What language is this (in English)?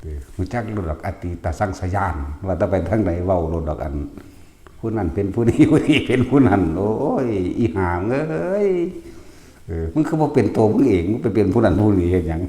Northeastern Thai